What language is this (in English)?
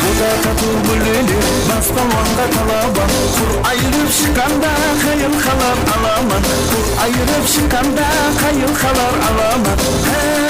Kara-Kalpak